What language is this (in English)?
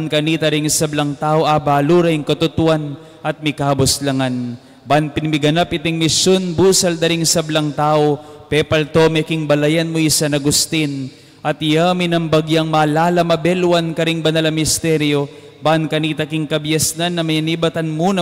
Pampanga